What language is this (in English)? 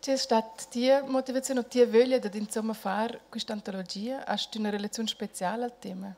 Romansh